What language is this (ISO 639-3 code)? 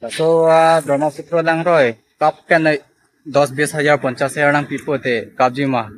mjw